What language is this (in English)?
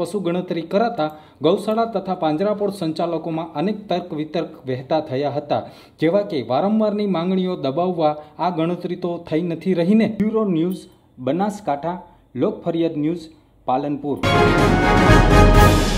Gujarati